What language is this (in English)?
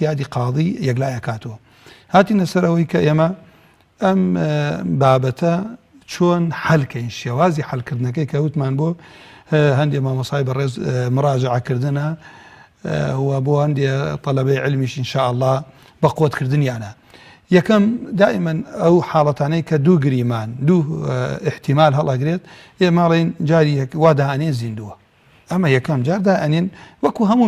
Central Kurdish